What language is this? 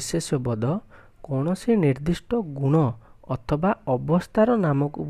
Odia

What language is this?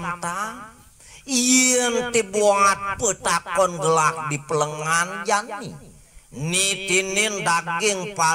Balinese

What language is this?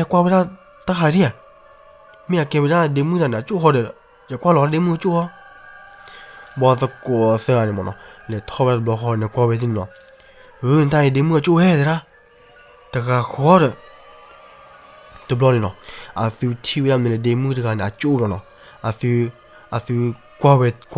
S'gaw Karen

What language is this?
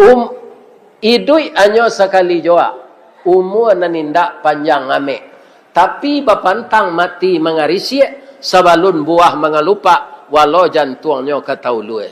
Minangkabau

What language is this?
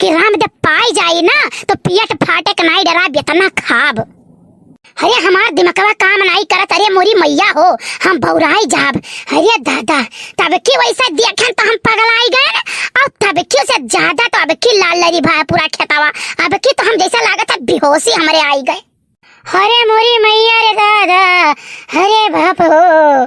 Awadhi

